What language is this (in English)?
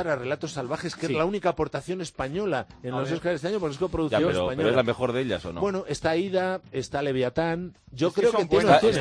Spanish